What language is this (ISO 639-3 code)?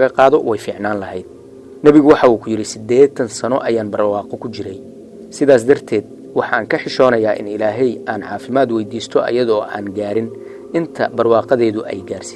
som